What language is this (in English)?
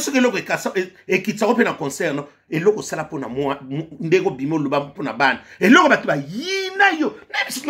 Lingala